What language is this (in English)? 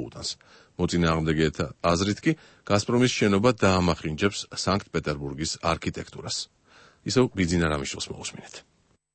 Georgian